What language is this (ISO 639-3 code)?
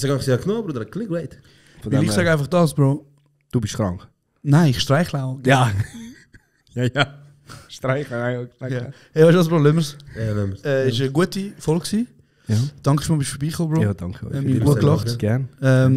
gsw